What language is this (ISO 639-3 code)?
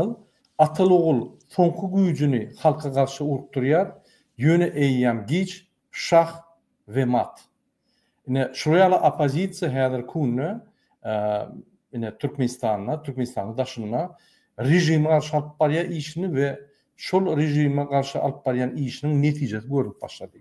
tuk